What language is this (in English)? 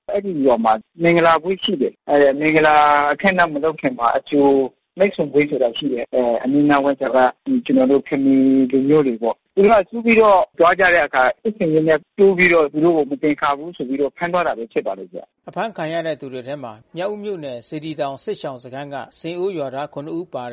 Burmese